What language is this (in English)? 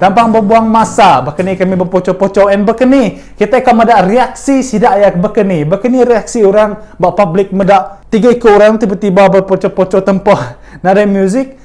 Iban